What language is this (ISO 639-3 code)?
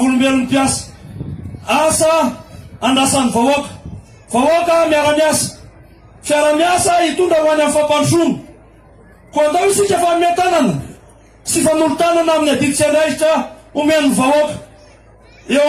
mlg